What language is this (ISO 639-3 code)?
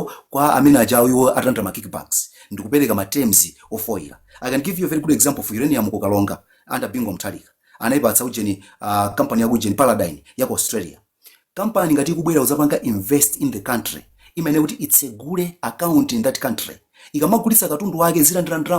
nya